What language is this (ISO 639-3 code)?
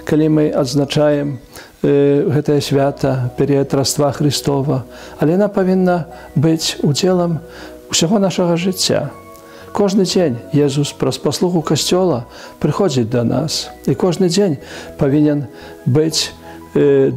bel